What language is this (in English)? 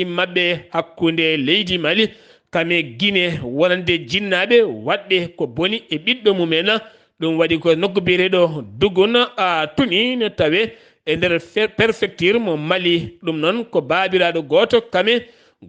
Fula